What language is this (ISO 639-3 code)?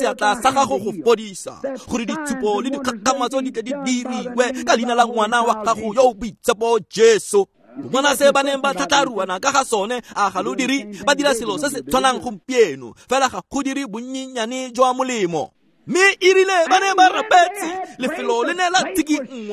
tsn